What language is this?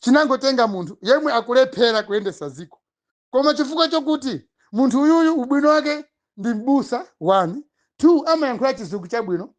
Nyanja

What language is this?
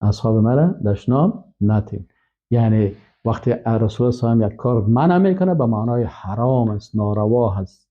Persian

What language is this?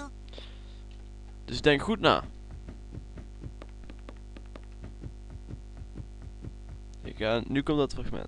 Dutch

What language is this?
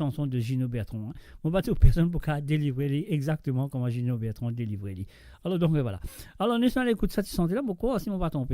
Morisyen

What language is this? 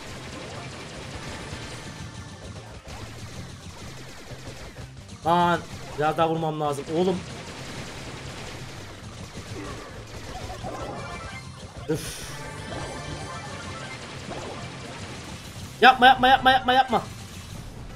Turkish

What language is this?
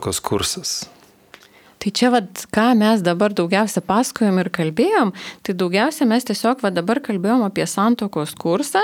Lithuanian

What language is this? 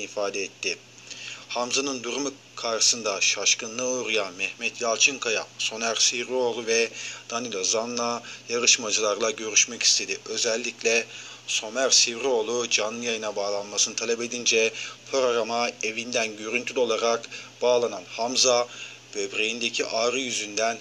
Turkish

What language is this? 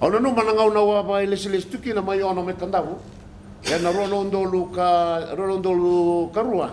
Fijian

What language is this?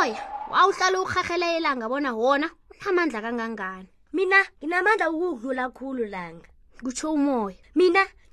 South Ndebele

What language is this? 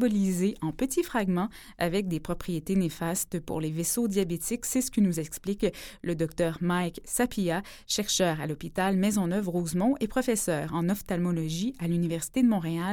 French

